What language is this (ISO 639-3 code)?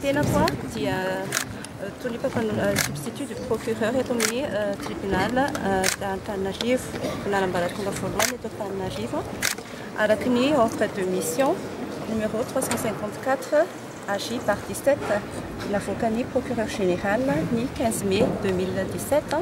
mlg